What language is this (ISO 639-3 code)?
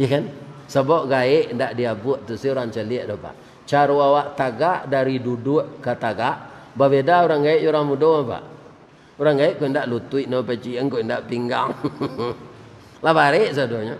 min